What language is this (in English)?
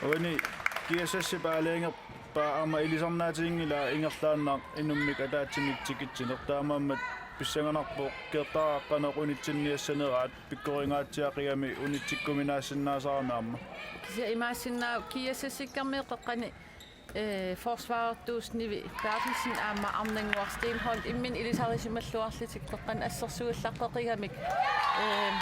Kalaallisut